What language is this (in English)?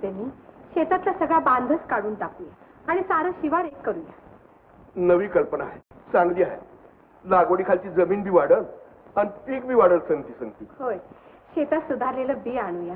Marathi